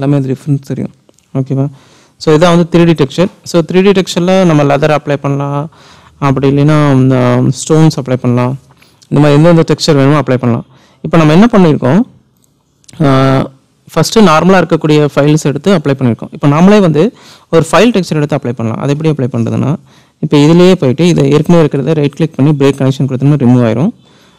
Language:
Tamil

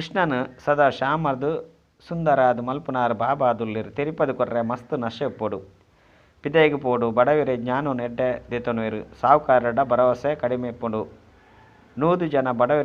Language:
Tulu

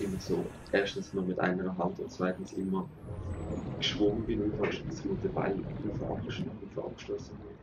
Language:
Swiss German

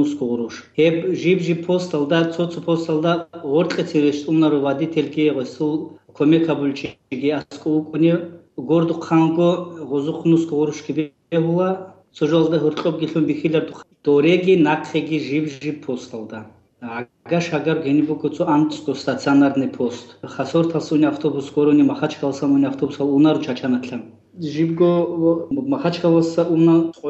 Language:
Avaric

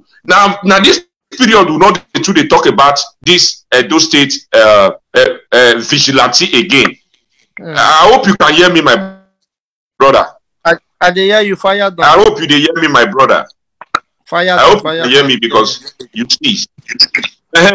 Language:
Nigerian Pidgin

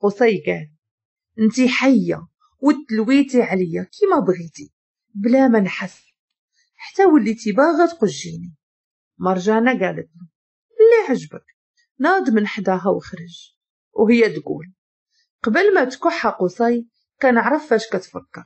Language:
Moroccan Arabic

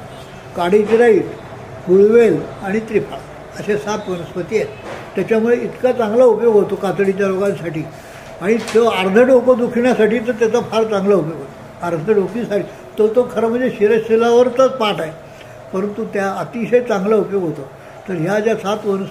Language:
Marathi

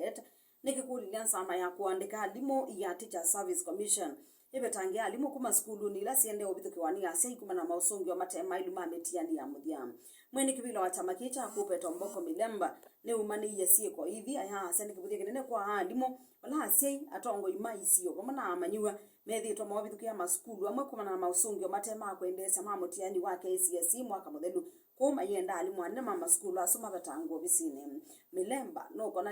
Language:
Kamba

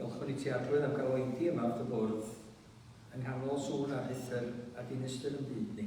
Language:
Welsh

